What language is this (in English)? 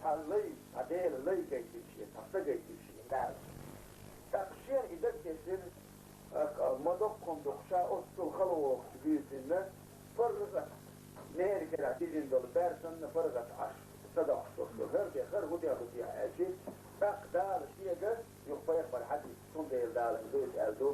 Chechen